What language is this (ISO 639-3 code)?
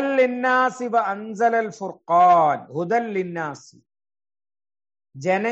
mal